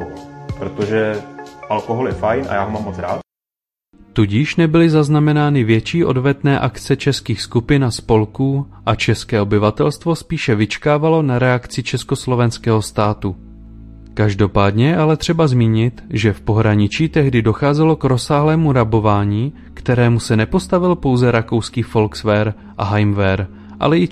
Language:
Czech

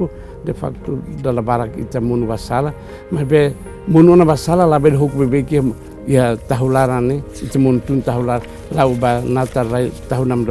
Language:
Tetum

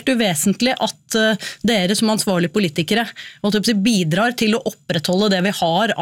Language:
Norwegian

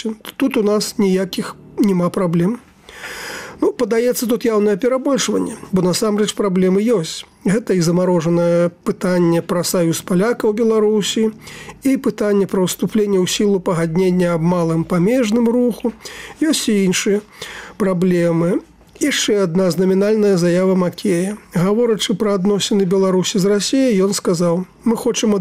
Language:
Belarusian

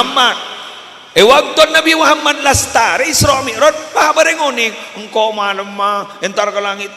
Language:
Madurese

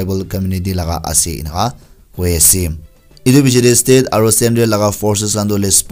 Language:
Naga Pidgin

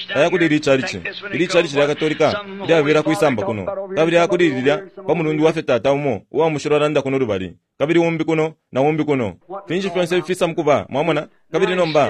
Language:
Bemba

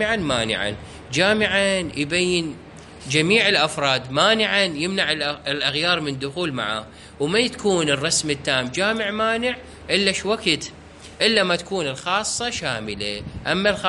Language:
Mesopotamian Arabic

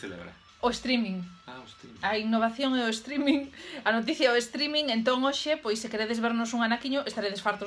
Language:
Galician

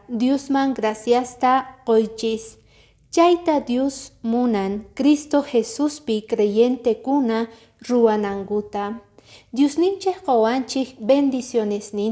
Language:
Quechua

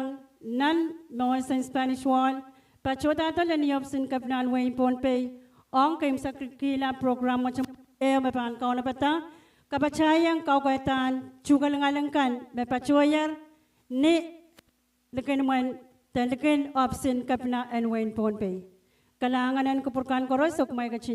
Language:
Pohnpeian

